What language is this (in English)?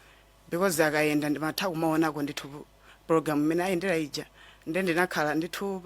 Nyanja